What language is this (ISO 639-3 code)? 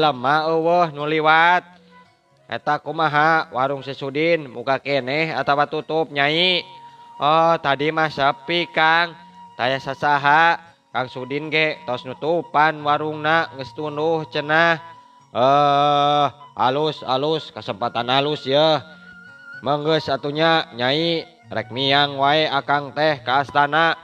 sun